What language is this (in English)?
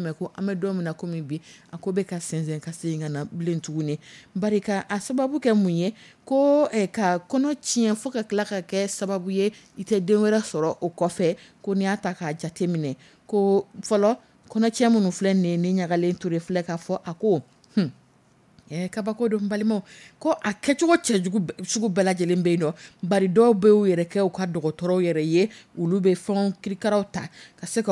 Dyula